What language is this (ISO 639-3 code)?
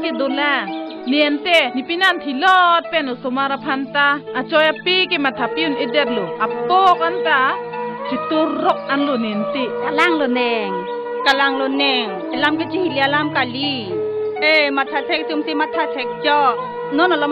mjw